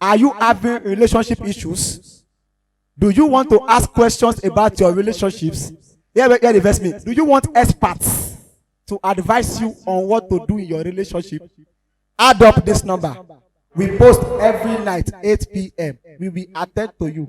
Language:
Nigerian Pidgin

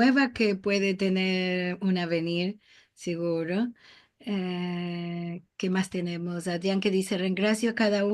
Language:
Ladino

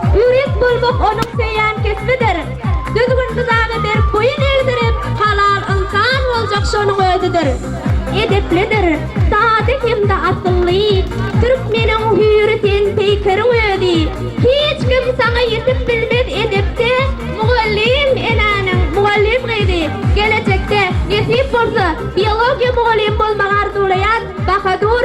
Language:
Turkmen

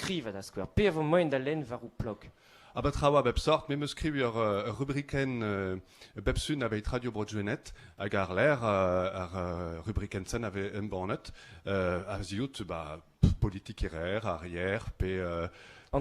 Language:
Breton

